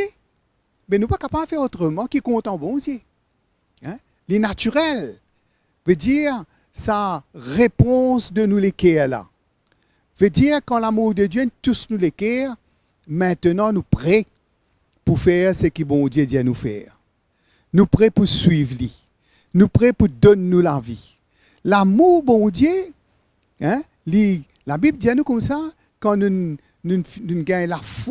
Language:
Morisyen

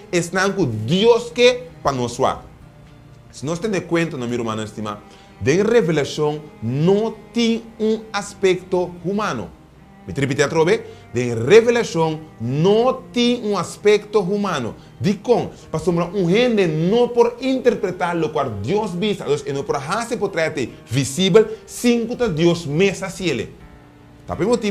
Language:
Papiamento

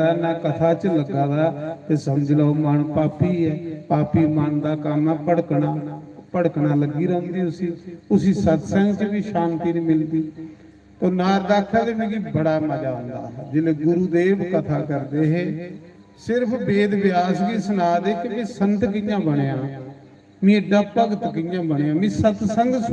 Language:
Dogri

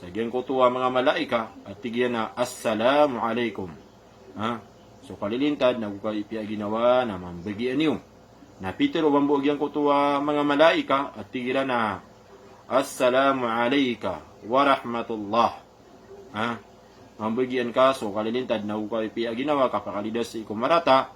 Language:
Maranao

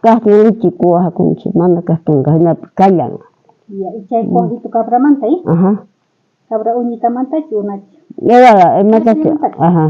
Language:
South Bolivian Quechua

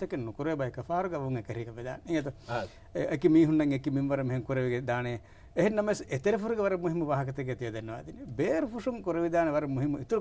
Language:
Divehi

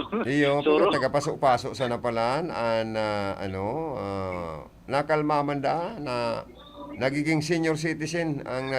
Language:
Bikol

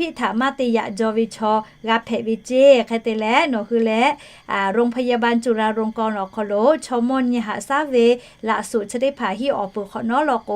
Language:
Lahu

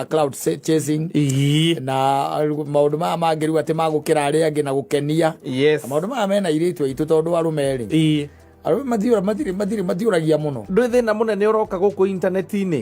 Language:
Kikuyu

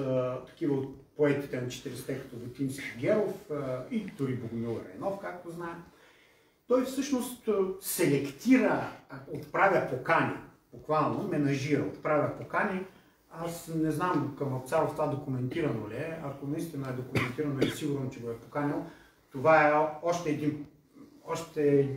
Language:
Bulgarian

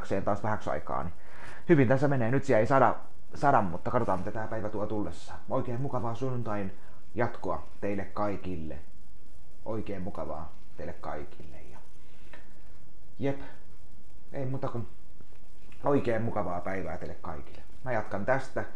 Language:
Finnish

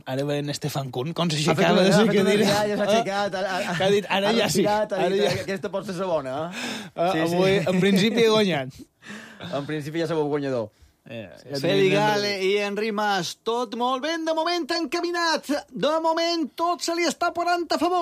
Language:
Catalan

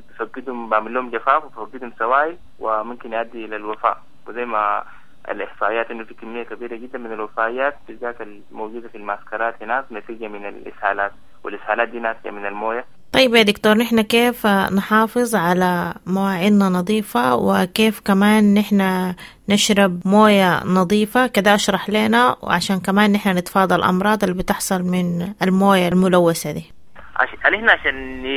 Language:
Sudanese Arabic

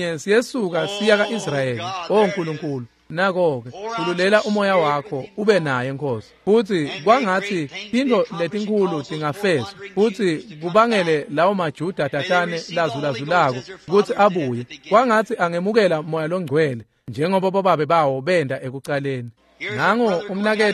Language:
Swati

